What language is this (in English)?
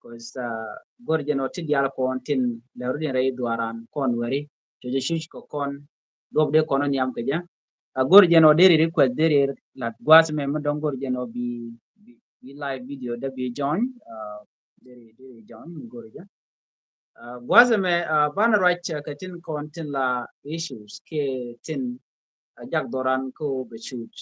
Nuer